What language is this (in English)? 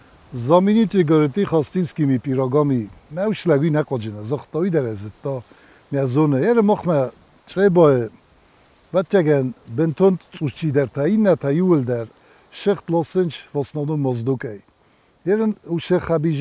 Ossetic